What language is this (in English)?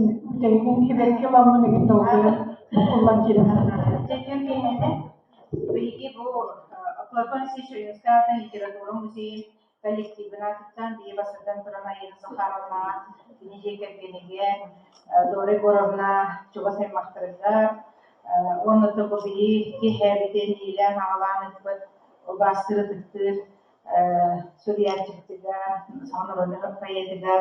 Yakut